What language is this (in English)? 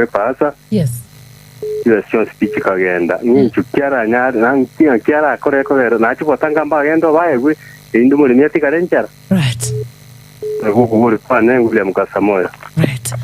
Gusii